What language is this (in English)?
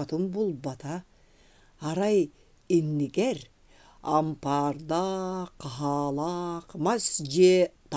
Yakut